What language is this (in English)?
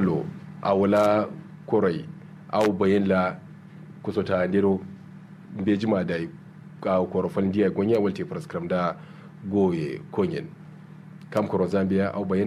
Kanuri